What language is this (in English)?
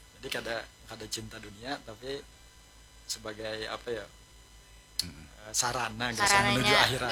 Banjar